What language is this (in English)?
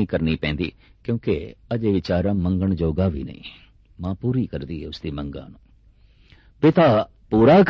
Punjabi